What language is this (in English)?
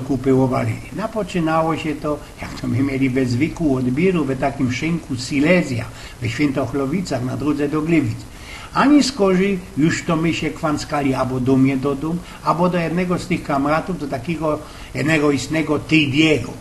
Silesian